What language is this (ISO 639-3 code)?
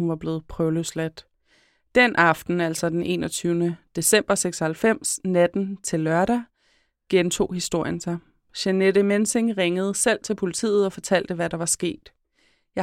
dan